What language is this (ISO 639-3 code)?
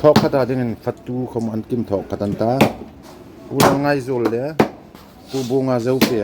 hmr